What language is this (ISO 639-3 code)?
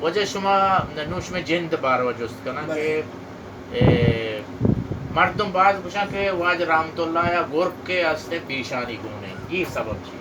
bal